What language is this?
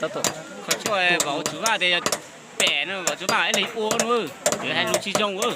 Hmong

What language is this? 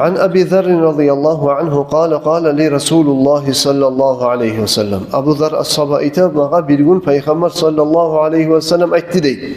Kumyk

